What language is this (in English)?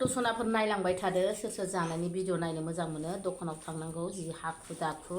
Bodo